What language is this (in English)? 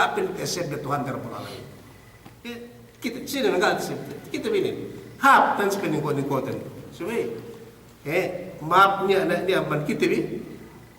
Yakan